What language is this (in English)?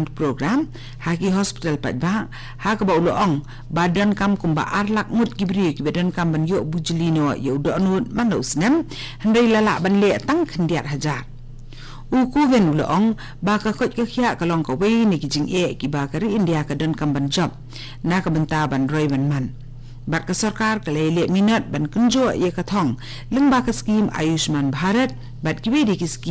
Khasi